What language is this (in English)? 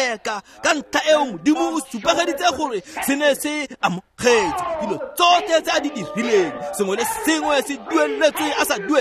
Tswana